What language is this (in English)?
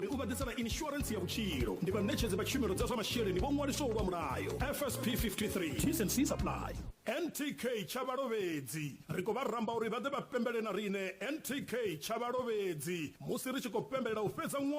Venda